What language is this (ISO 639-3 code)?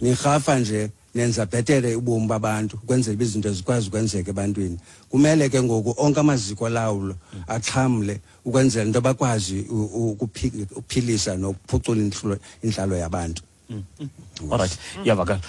xho